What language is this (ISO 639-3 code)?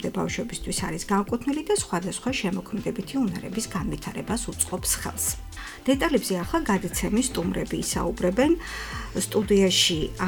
kat